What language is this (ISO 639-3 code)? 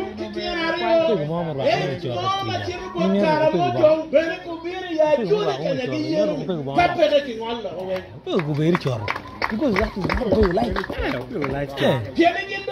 ach